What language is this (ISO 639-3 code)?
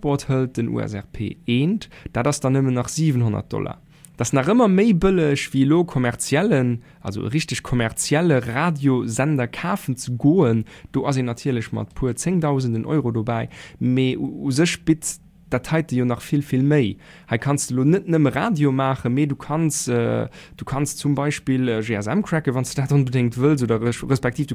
ltz